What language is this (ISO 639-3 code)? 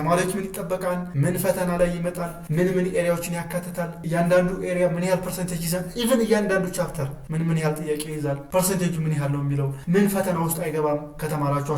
amh